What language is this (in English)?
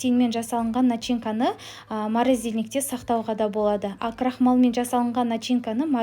Kazakh